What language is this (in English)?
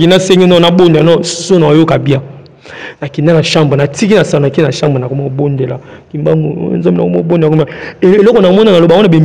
Lingala